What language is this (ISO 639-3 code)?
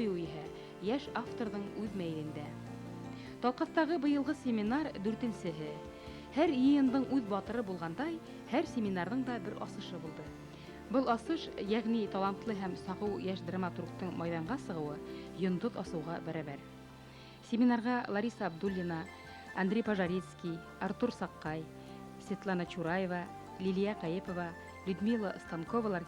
bak